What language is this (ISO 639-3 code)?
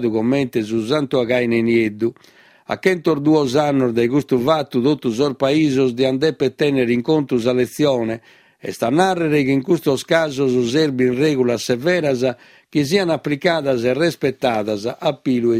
srd